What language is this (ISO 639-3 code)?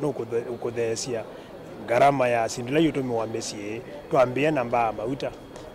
kam